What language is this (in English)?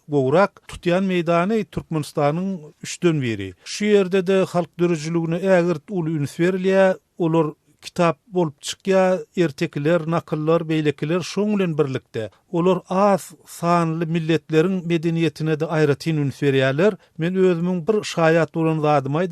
Turkmen